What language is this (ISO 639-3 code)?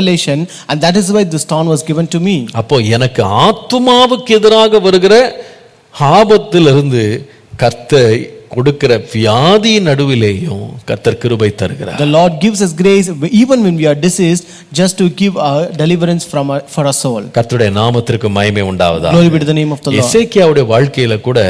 tam